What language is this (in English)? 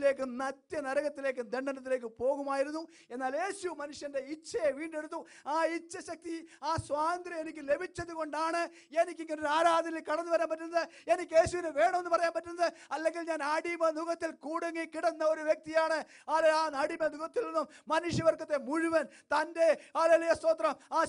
Malayalam